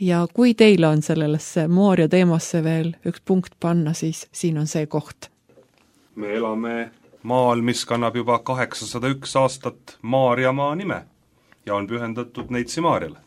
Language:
Estonian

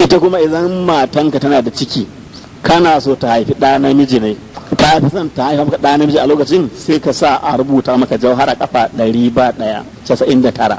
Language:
Hausa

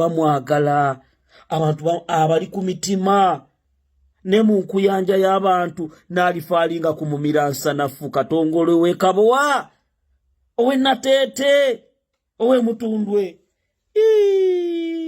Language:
Ganda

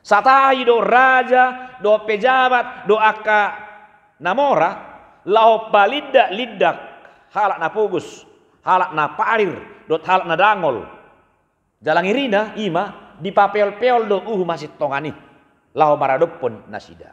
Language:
Batak Toba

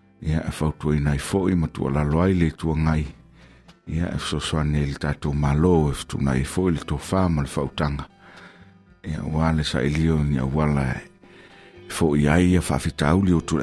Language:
Samoan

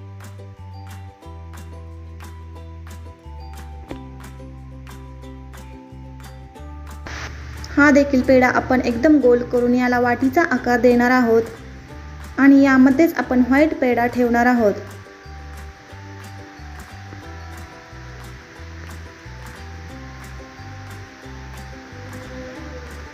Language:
Marathi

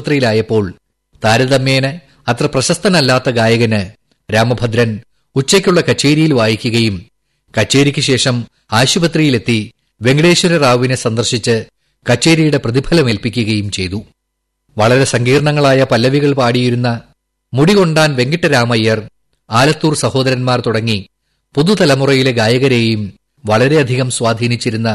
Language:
Malayalam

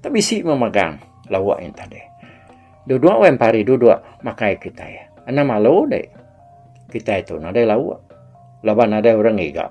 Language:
Iban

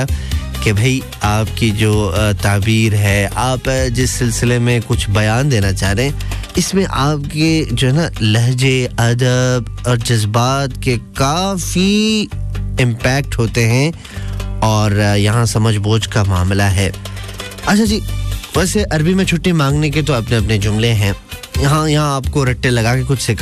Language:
Urdu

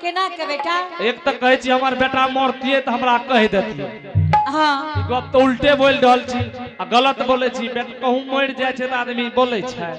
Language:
Angika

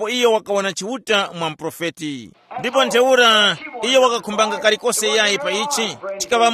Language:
Tumbuka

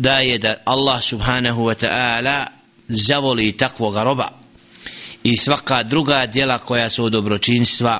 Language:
Bosnian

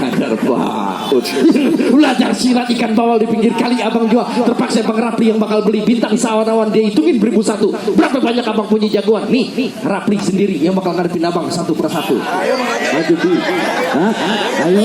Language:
Betawi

